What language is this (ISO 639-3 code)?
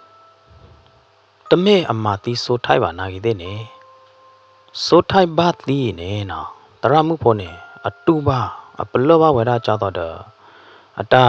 ksw